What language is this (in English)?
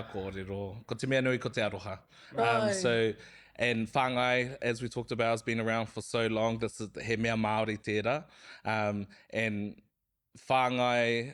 Māori